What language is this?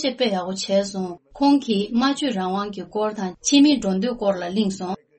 Tibetan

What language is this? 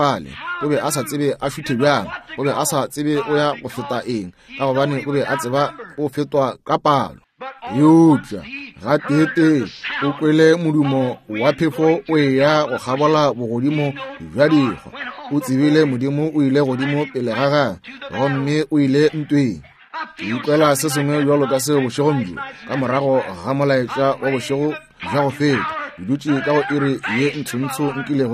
Northern Sotho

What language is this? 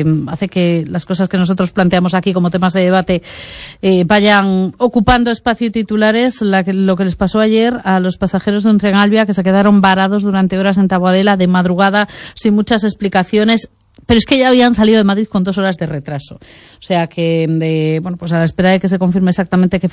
Spanish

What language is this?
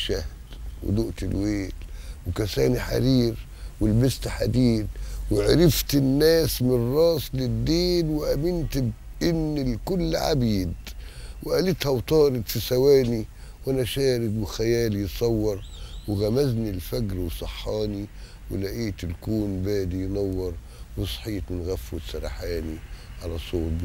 Egyptian Arabic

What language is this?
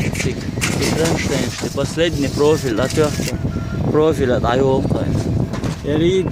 Chechen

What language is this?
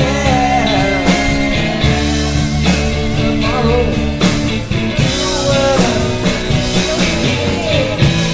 English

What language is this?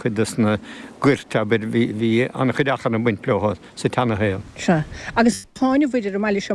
Irish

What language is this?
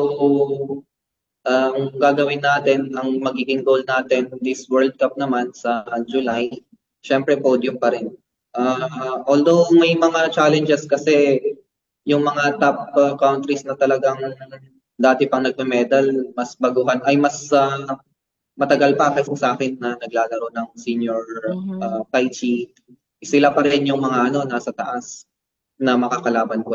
Filipino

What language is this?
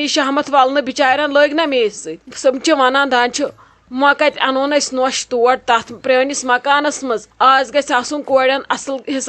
Kashmiri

